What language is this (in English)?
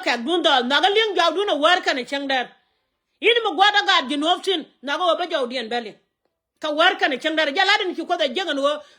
Nuer